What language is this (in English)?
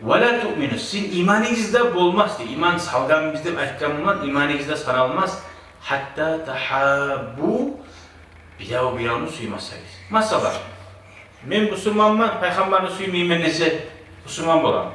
Kumyk